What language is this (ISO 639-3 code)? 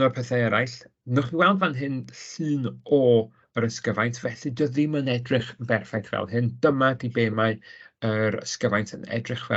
cym